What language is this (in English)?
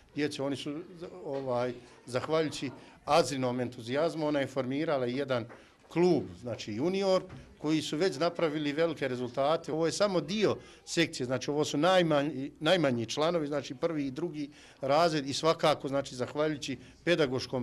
Bosnian